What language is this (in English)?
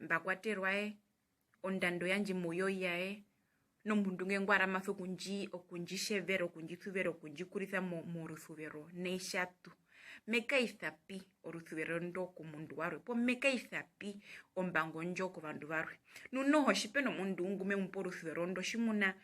Herero